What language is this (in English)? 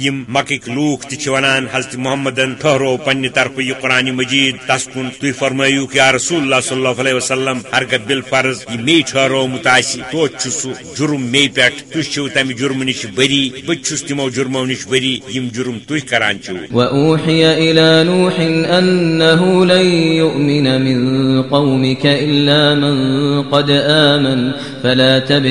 Kashmiri